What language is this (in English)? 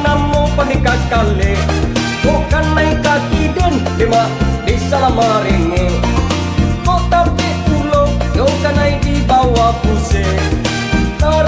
Minangkabau